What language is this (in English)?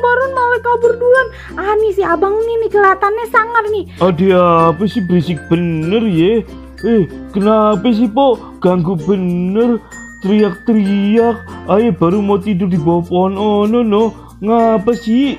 Betawi